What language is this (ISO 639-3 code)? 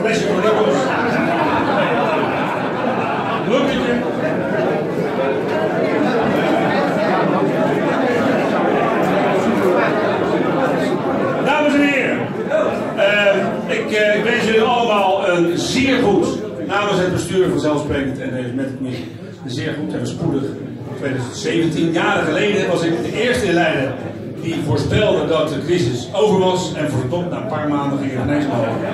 nld